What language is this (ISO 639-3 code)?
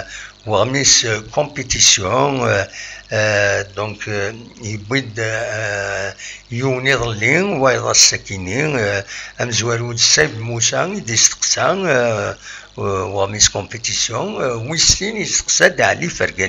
kab